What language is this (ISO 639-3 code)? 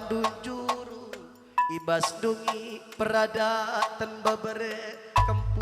btx